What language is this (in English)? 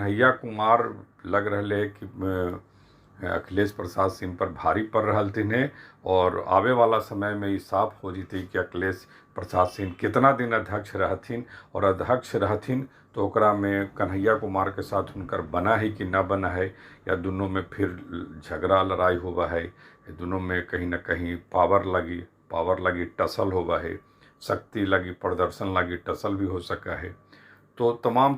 Magahi